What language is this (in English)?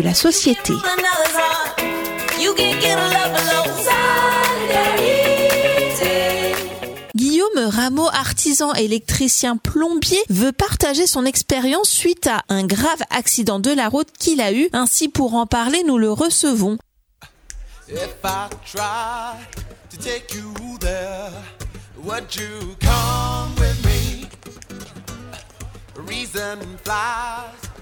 French